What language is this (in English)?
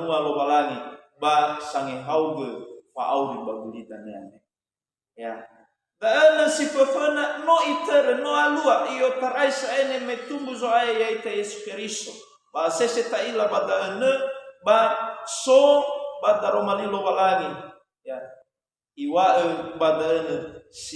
Nias